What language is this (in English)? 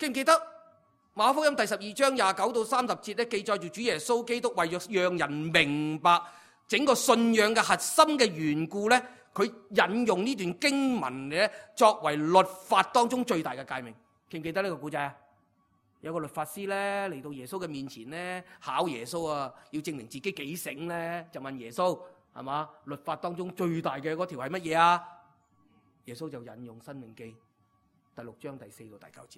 Cantonese